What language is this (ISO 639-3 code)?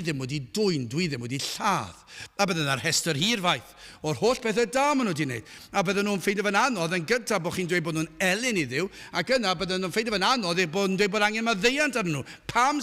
cym